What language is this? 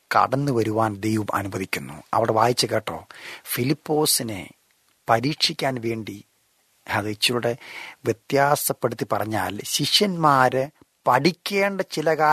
Malayalam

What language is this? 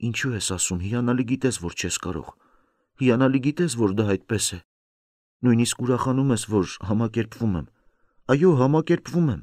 Armenian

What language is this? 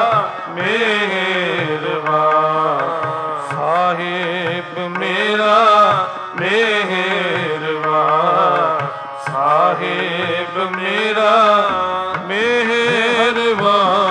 Punjabi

